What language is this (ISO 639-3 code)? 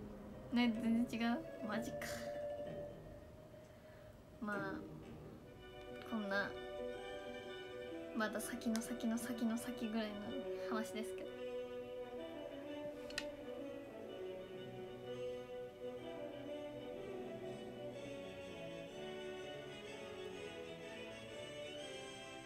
jpn